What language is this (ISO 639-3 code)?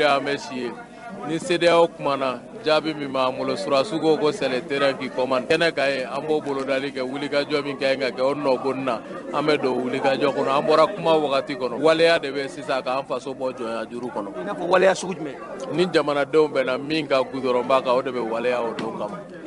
bam